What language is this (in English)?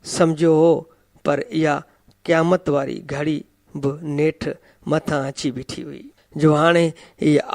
Sindhi